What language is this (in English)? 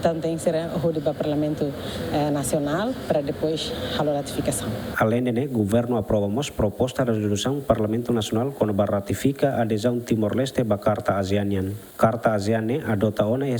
Tetum